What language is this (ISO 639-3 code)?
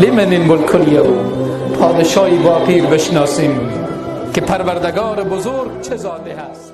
tgk